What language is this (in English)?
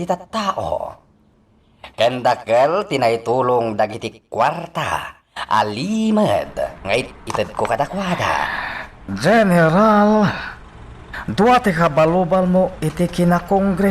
Iloko